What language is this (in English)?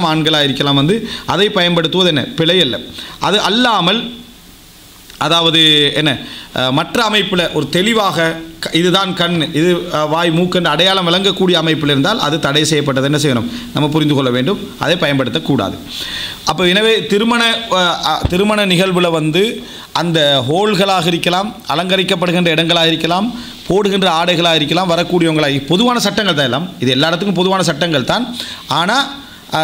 Tamil